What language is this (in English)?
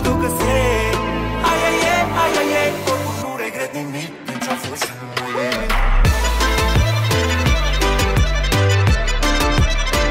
Romanian